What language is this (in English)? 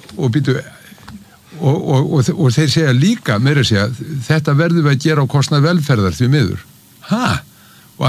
Icelandic